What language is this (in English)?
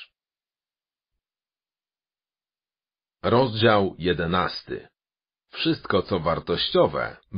Polish